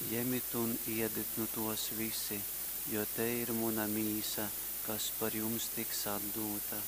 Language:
Latgalian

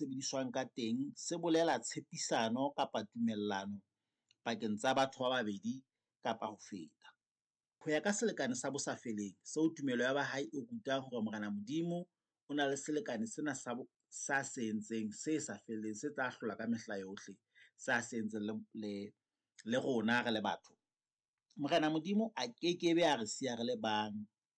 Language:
Southern Sotho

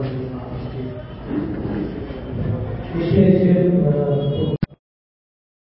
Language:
Urdu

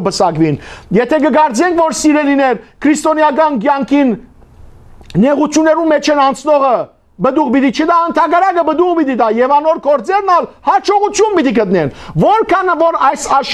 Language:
Western Armenian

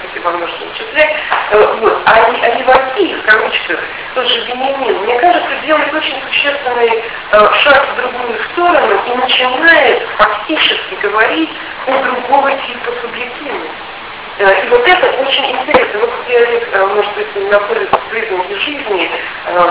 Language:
Russian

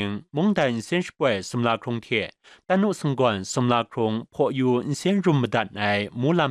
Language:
Kachin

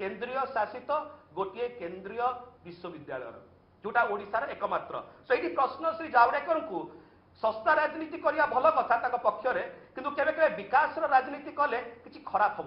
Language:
Odia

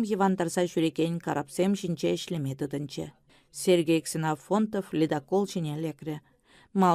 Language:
Chuvash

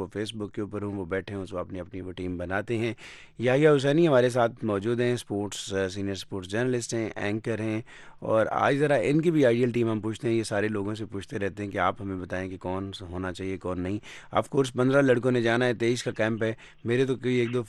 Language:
Urdu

